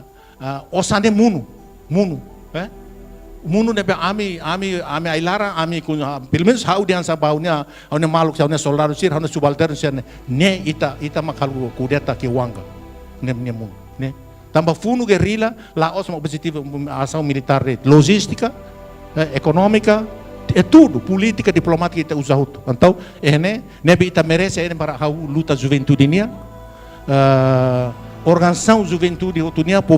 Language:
Tetum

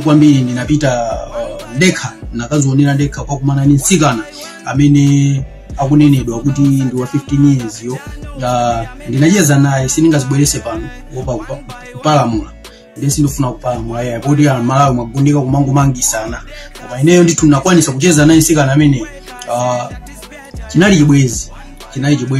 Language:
Nyanja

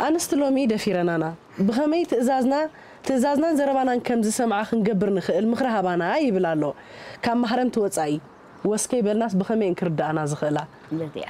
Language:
Tigrinya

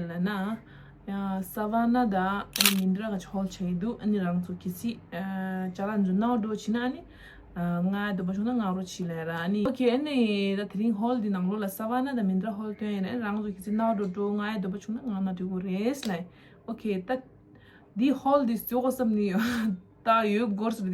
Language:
Tibetan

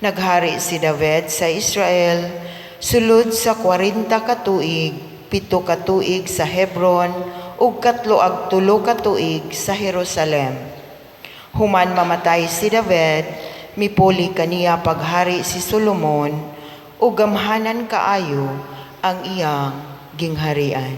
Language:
Cebuano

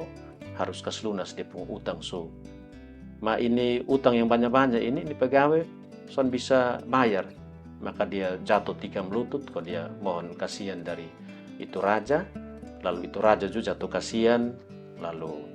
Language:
Kupang Malay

